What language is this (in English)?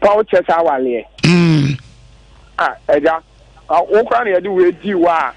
Akan